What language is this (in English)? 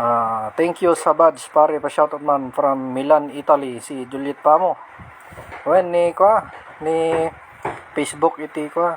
Iloko